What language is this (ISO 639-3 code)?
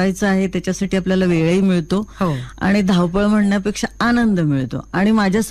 mar